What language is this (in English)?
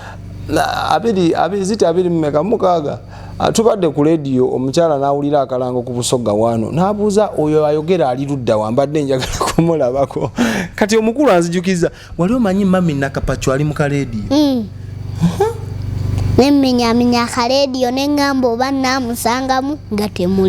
Ganda